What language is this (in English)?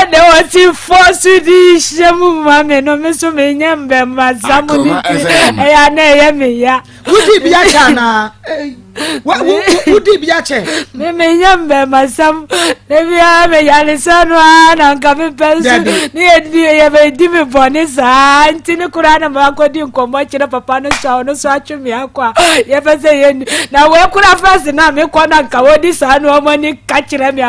Akan